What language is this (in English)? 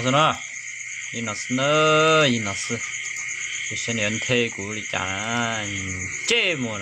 Hmong